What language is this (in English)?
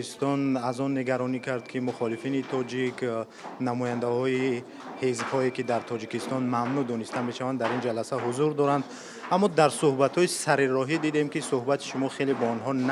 Tajik